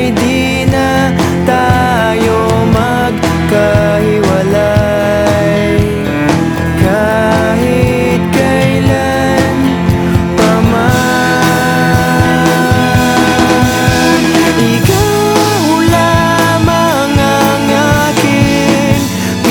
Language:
Filipino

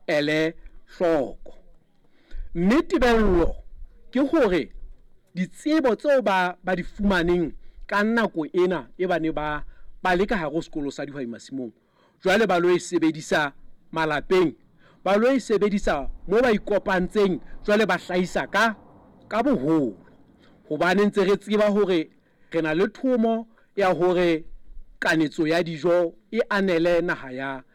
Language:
Southern Sotho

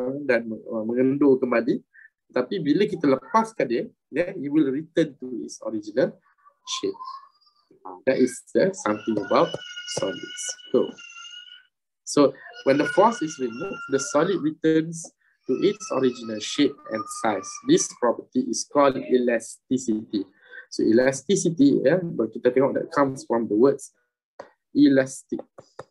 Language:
Malay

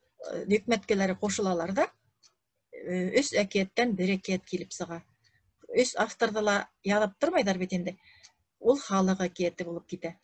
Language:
Bashkir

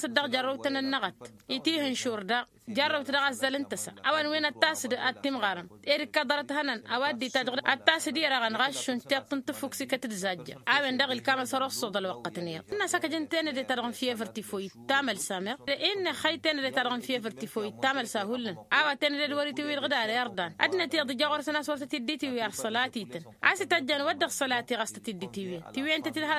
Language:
Tamasheq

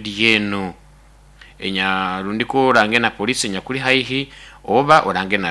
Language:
Nyoro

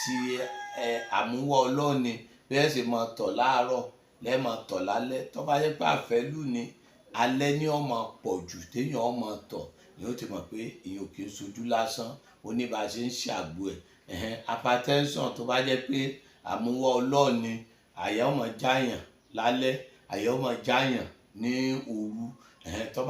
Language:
Yoruba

